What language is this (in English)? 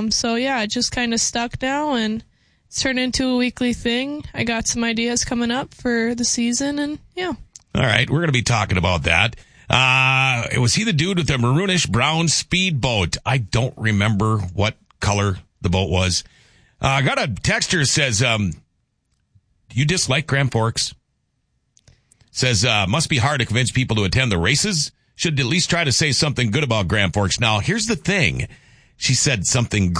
English